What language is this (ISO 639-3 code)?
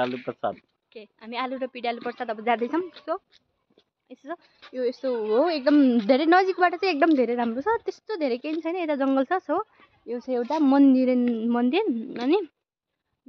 nep